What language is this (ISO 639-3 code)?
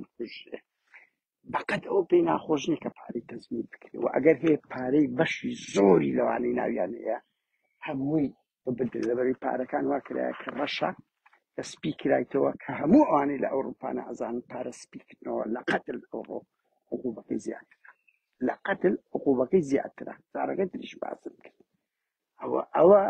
ckb